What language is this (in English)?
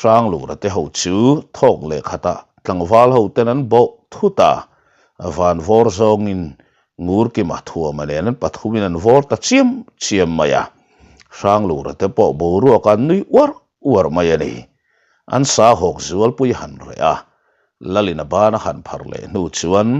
Mizo